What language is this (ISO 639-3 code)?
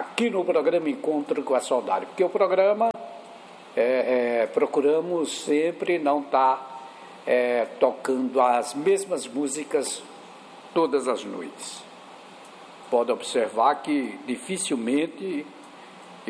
por